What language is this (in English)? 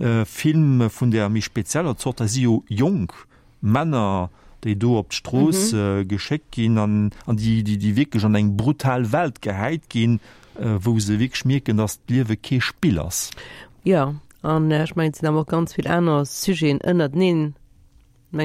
Luxembourgish